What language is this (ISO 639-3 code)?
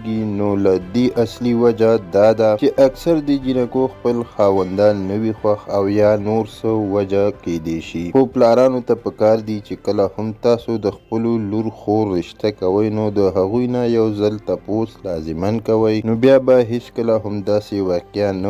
pus